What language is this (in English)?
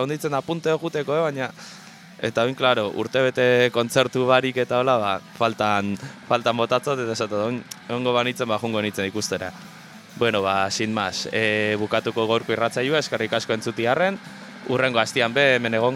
Basque